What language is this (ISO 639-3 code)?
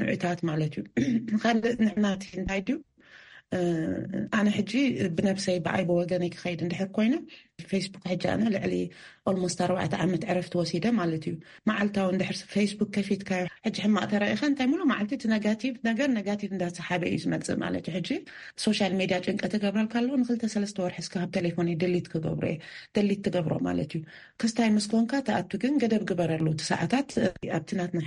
tir